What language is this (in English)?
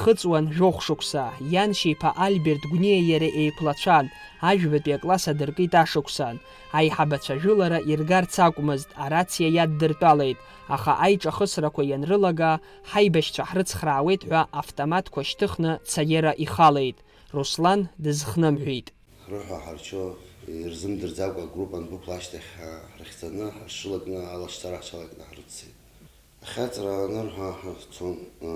Abkhazian